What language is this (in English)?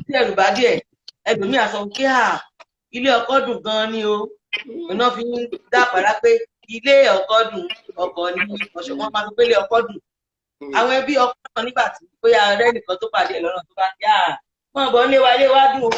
Yoruba